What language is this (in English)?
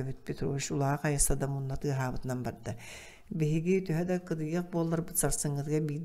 Yakut